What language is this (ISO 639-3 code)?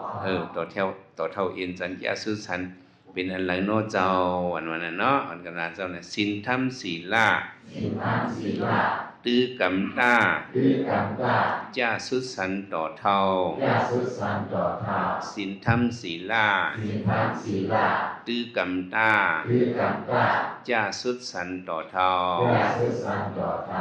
shn